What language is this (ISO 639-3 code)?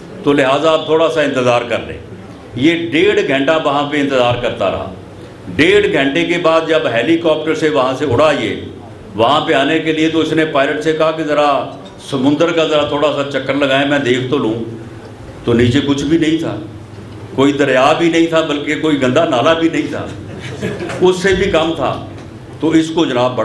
urd